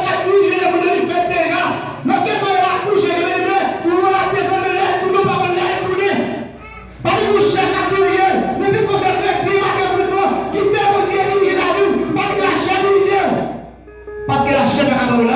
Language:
Haitian Creole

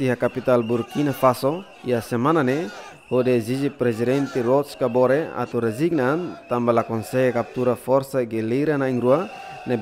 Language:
Tetum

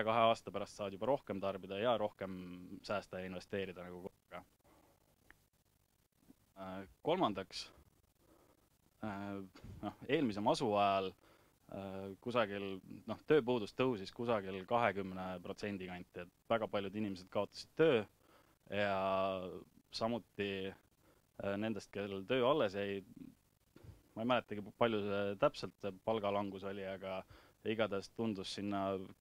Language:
Estonian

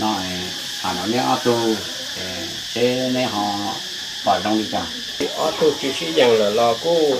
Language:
Hmong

